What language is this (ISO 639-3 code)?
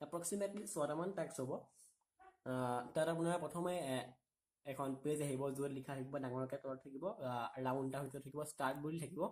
asm